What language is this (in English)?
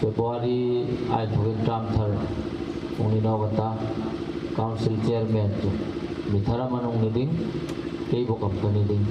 Hmar